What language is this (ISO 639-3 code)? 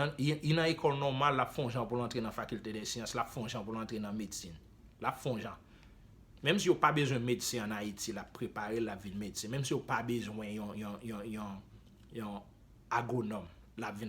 hat